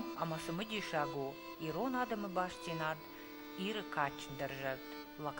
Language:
Ossetic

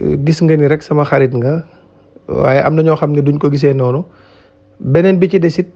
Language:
Wolof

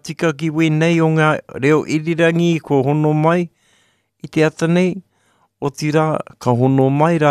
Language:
Māori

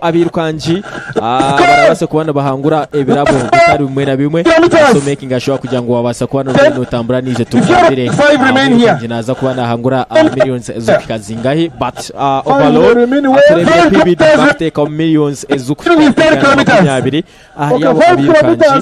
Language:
Nyankole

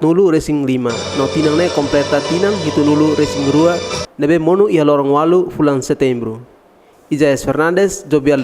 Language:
Tetum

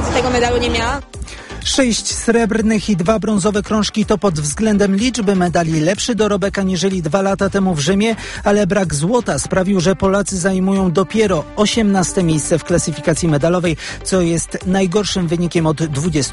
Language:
Polish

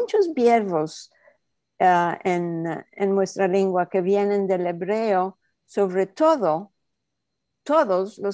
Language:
Ladino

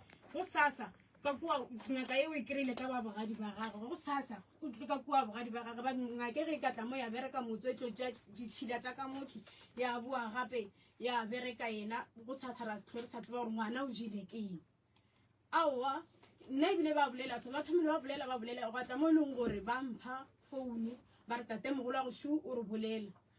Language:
Northern Sotho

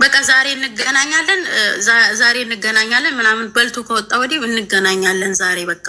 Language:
Amharic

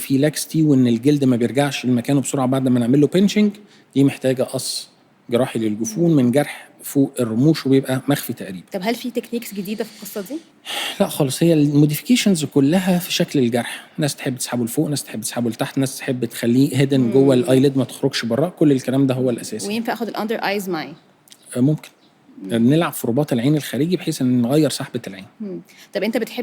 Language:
Egyptian Arabic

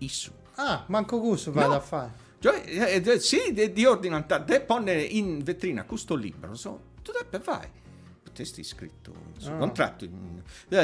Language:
Sardinian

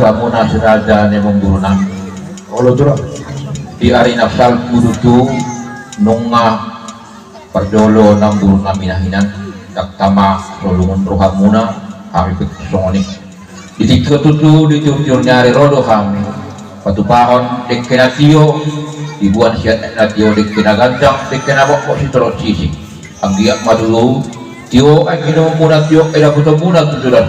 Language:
Batak Toba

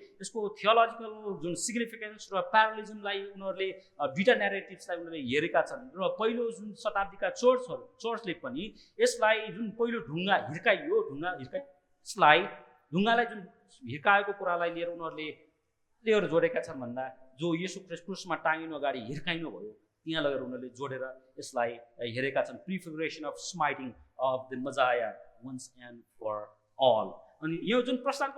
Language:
Nepali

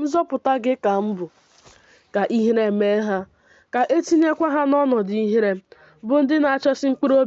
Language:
Igbo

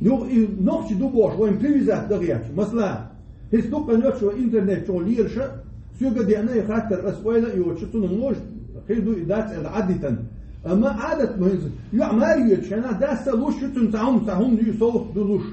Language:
Chechen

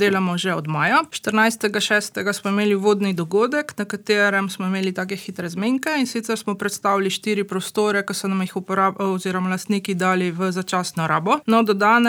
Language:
Slovenian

